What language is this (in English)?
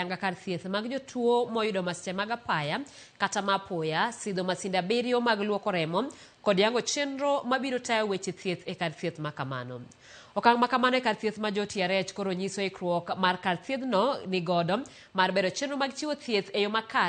Luo (Kenya and Tanzania)